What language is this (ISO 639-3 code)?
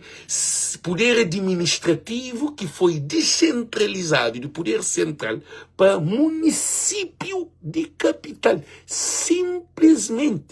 kea